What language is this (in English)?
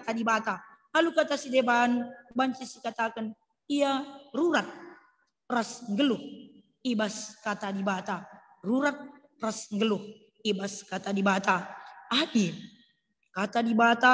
Batak Karo